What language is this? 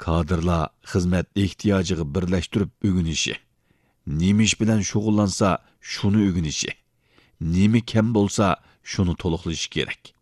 Uyghur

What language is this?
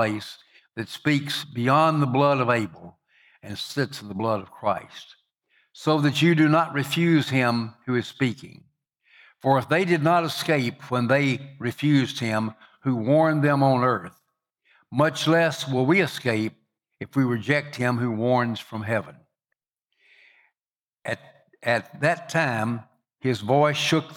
English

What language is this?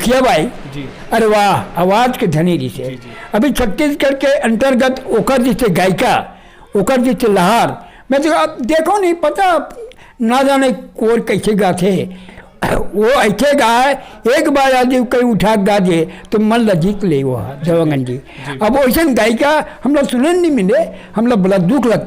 Chhattisgarhi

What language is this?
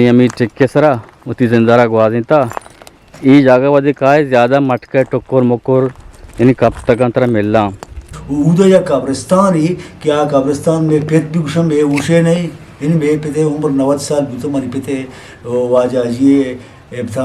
Eastern Balochi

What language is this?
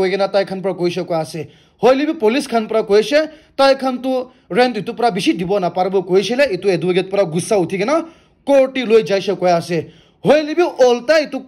Naga Pidgin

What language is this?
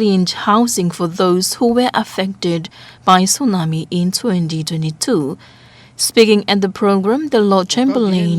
Tongan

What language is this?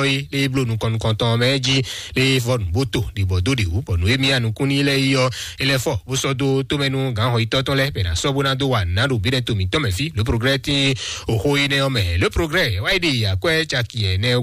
Fon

